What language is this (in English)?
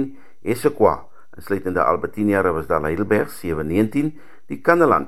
Afrikaans